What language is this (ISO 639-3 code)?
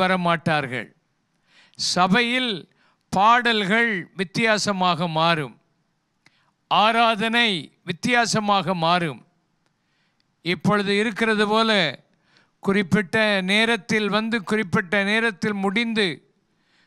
tam